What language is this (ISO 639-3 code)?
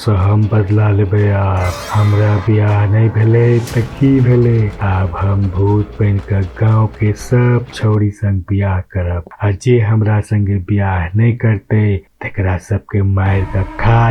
mai